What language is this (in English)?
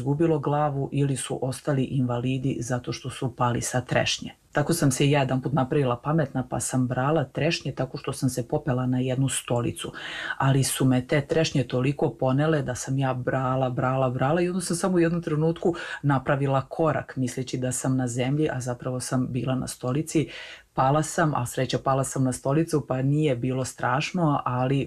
Serbian